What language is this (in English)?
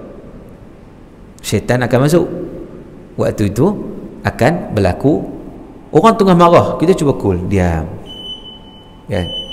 Malay